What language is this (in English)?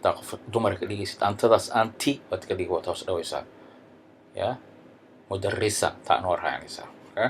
Somali